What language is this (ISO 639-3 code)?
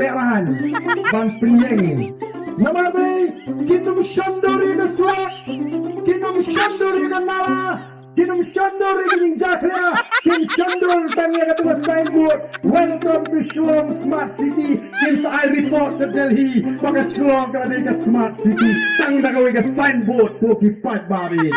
kha